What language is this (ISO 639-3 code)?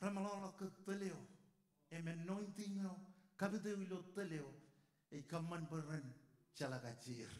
mah